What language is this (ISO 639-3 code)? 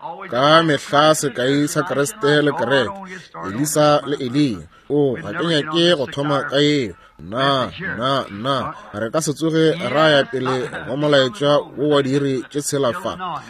nso